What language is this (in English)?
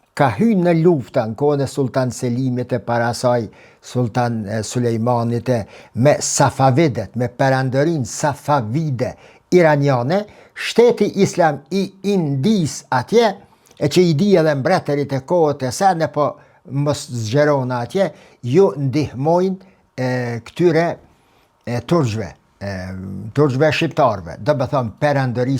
Albanian